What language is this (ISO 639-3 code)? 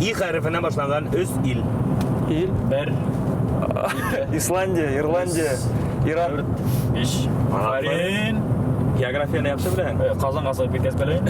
bak